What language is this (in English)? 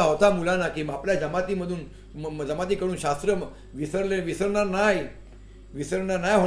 Marathi